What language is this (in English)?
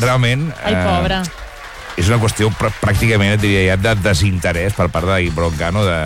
Catalan